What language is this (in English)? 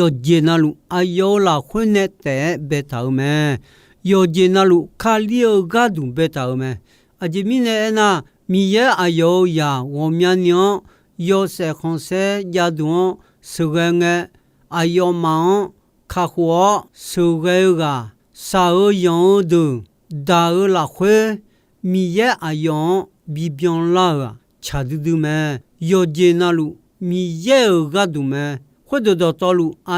Akha